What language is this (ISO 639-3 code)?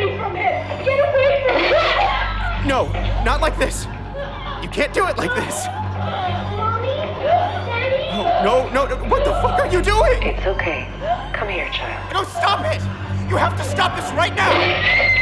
eng